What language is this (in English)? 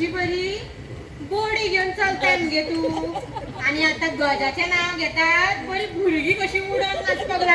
Konkani